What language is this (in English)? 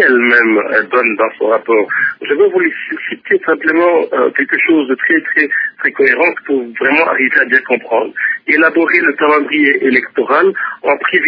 French